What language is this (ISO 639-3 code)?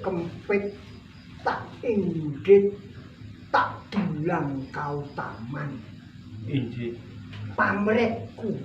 jav